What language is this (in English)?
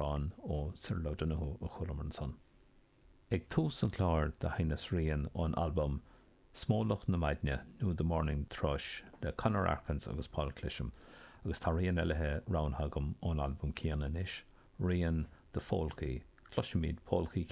Irish